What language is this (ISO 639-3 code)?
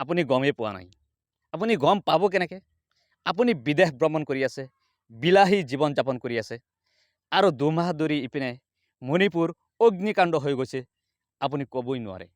asm